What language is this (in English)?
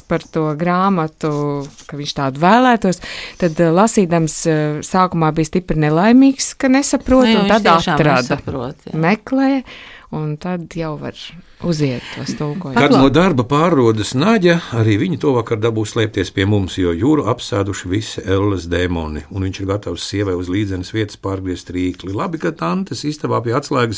Latvian